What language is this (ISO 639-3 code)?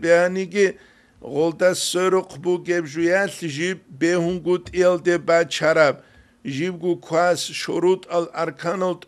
ava